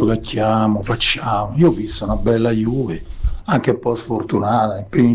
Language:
Italian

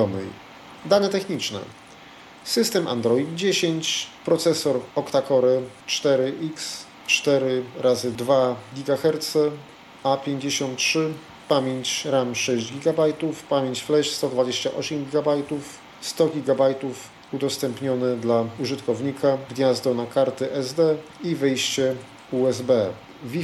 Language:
Polish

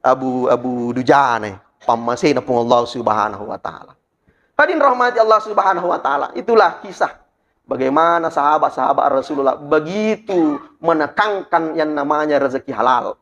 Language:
Buginese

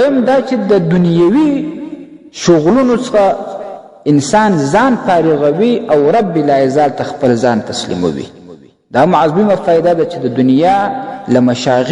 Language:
Pashto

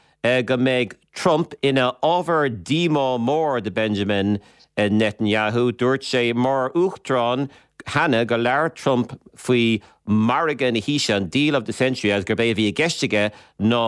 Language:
Irish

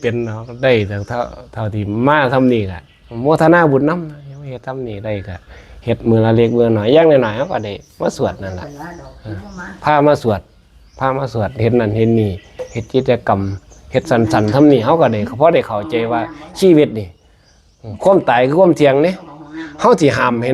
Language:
Northeastern Thai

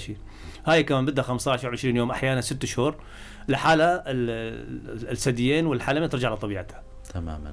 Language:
North Levantine Arabic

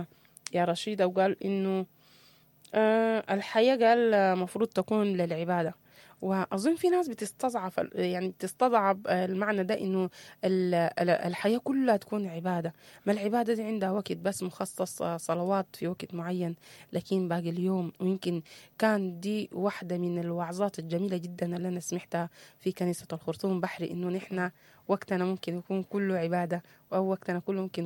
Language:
Sudanese Arabic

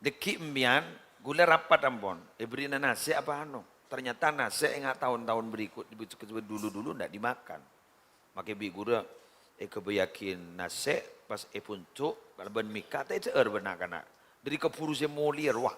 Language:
Madurese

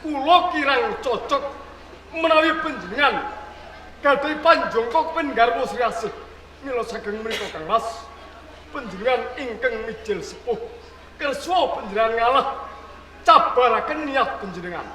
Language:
Javanese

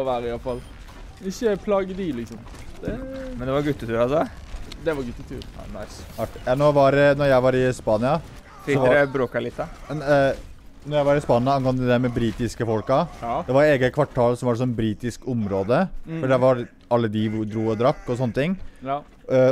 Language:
Norwegian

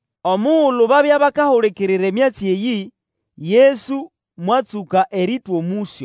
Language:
Nande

